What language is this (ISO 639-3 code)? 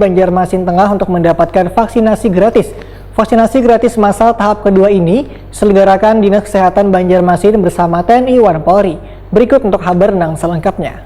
bjn